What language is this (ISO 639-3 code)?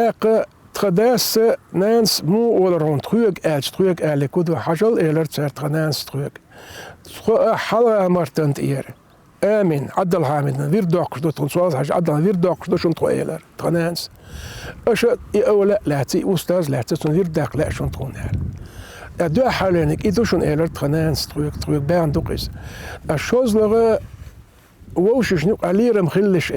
che